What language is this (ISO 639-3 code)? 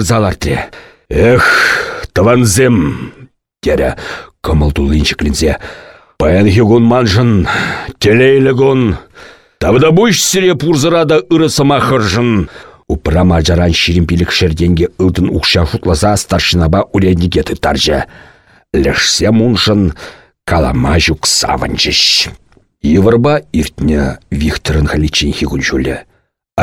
chv